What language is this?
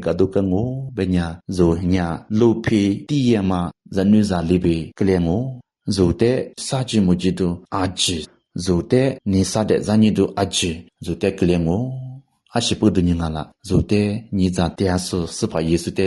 Lisu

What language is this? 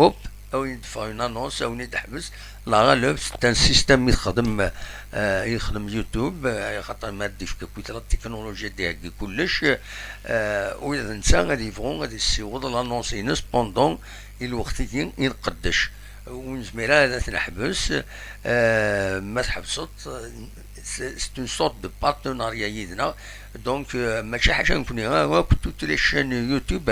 Kabyle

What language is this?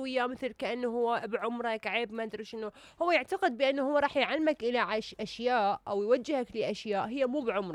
Mesopotamian Arabic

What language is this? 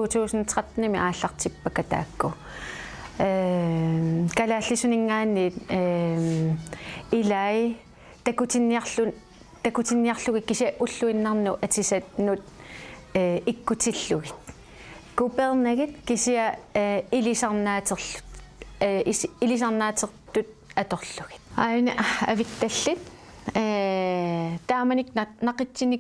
Kalaallisut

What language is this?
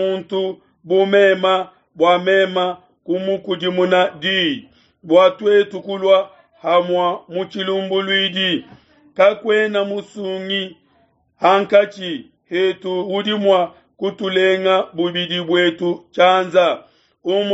Luba-Lulua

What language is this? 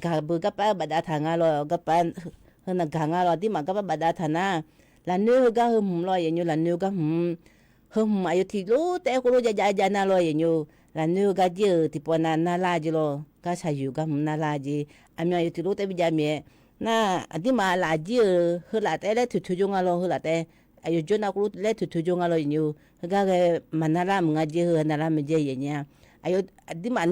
Akha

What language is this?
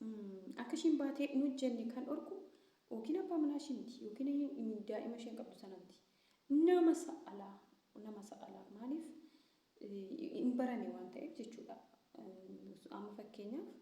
Oromo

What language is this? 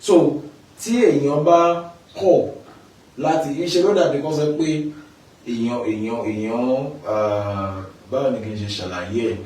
Yoruba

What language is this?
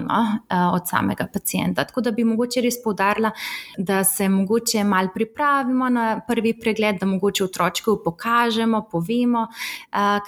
Slovenian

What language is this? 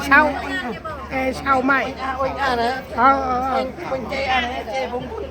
Central Mnong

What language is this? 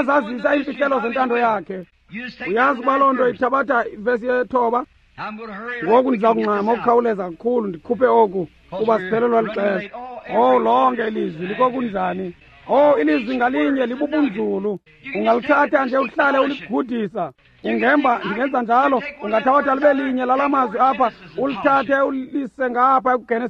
Xhosa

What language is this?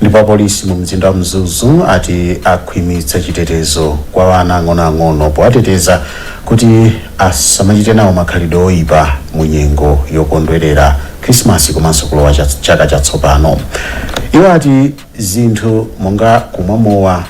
Nyanja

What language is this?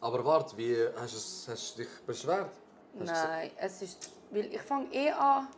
Swiss German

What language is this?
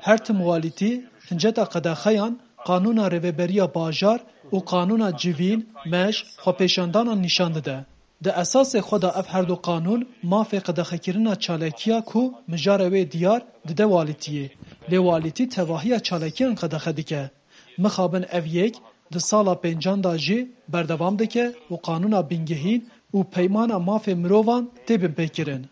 Kurdish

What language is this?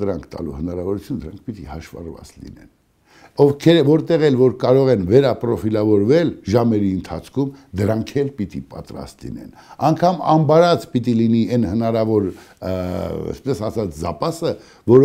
Armenian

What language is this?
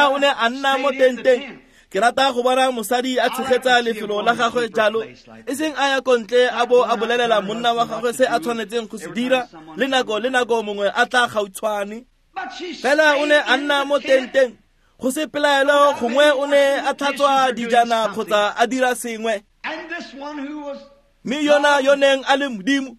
Tswana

